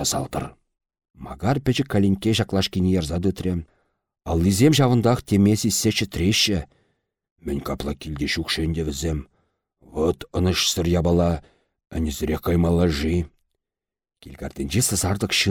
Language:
Chuvash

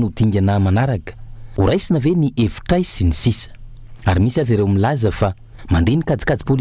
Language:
Malagasy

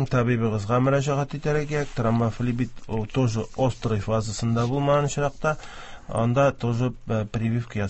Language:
Tatar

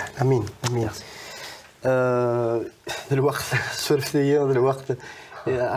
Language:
Kabyle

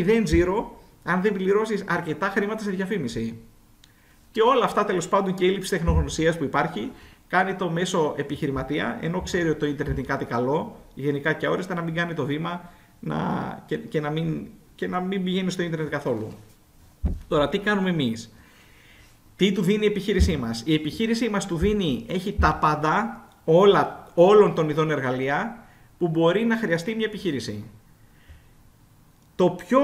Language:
Greek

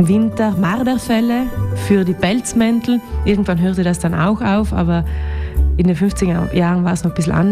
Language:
German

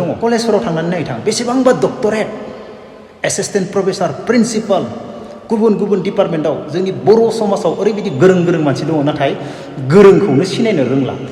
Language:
Bodo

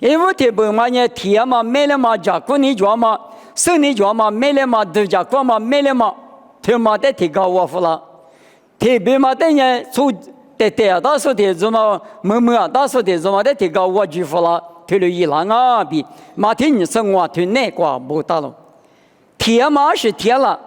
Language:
Lisu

